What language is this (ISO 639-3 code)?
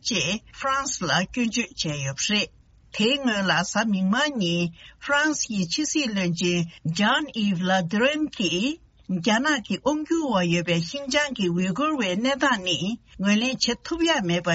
bod